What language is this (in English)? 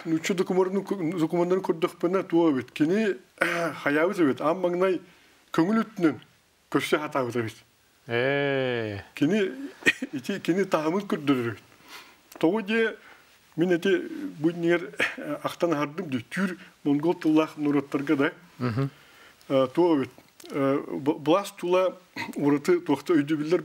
Yakut